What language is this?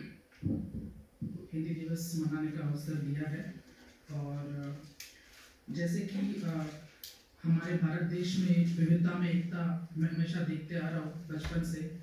Hindi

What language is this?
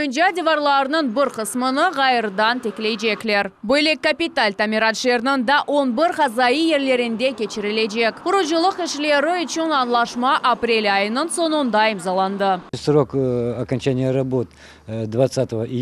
Crimean Tatar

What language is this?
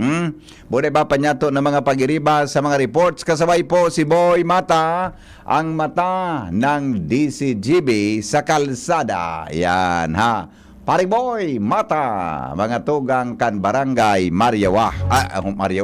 Bikol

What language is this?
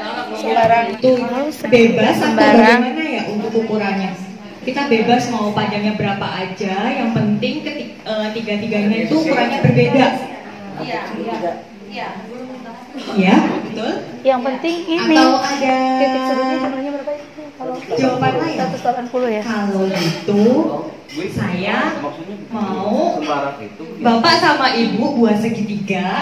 Indonesian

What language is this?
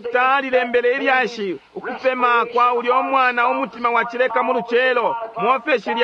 Bemba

